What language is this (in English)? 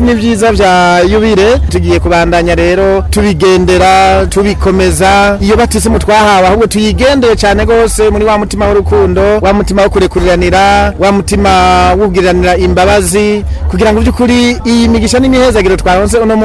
Rundi